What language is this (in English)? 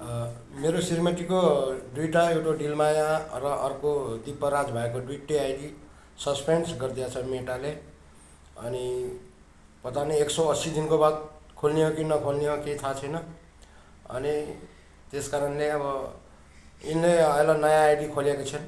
Nepali